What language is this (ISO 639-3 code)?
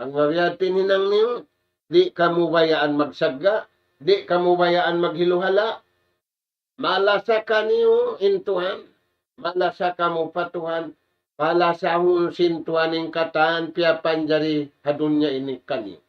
tsg